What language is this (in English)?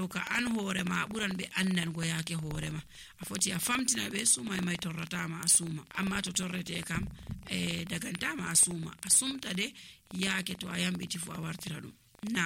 Nigerian Fulfulde